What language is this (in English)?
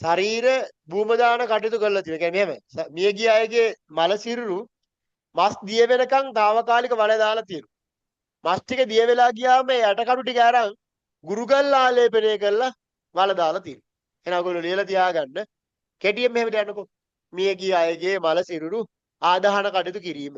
Sinhala